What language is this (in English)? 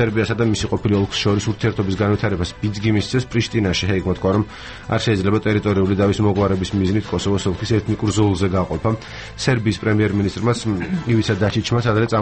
Georgian